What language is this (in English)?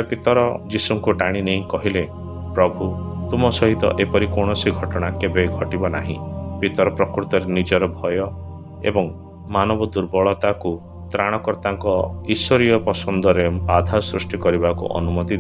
Odia